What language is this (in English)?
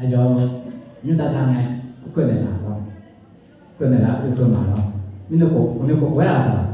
Akha